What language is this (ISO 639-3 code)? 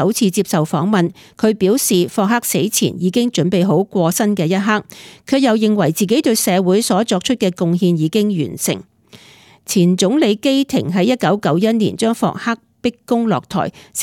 yue